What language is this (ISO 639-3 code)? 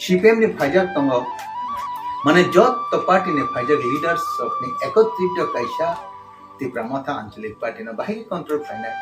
trp